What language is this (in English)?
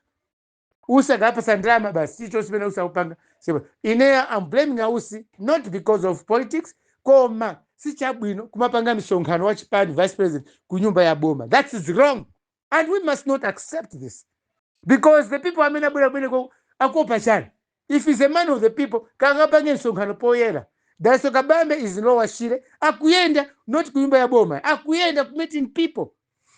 Nyanja